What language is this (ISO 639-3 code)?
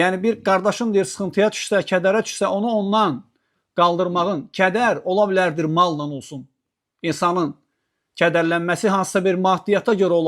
aze